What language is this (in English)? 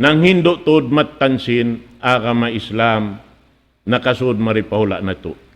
Tausug